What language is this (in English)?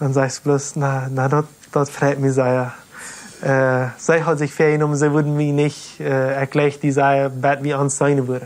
Plautdietsch